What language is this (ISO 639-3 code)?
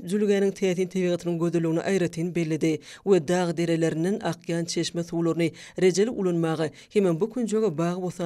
tuk